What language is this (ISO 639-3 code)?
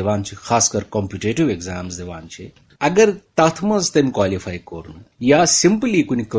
kas